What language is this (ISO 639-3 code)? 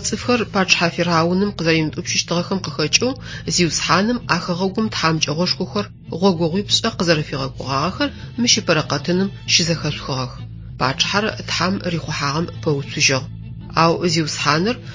ady